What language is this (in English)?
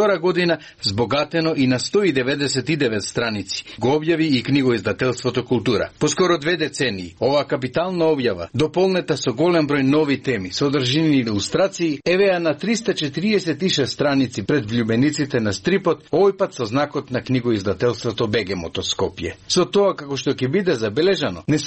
Macedonian